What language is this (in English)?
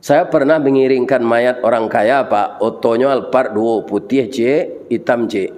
Minangkabau